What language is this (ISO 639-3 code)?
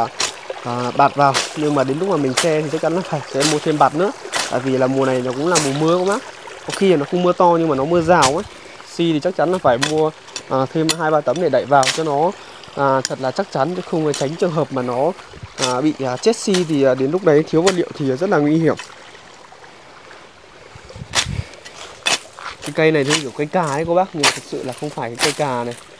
vie